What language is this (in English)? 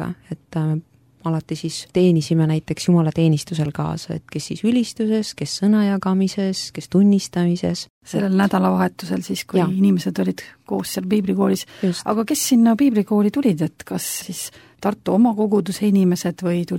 Estonian